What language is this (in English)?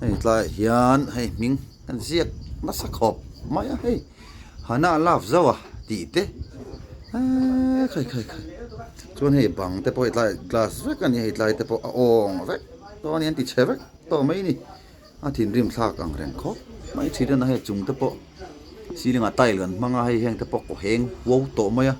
Mizo